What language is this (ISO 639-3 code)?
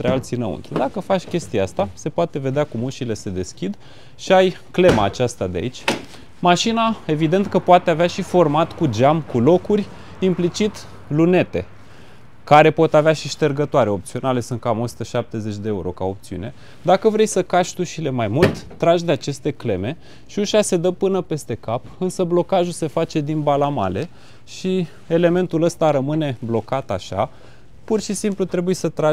ron